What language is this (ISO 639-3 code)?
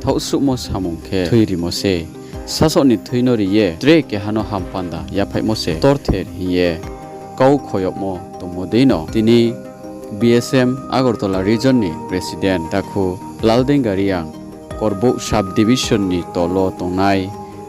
ria